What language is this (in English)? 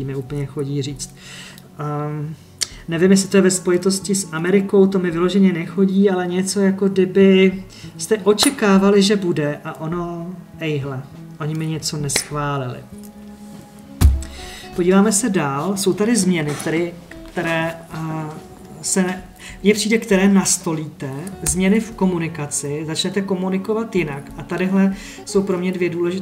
Czech